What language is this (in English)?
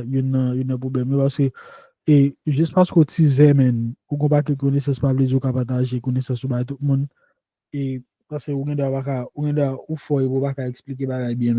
Haitian Creole